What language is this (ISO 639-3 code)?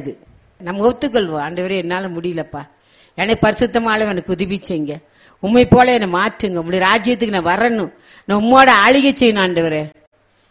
tam